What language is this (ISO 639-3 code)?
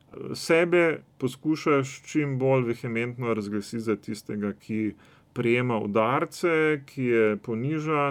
slv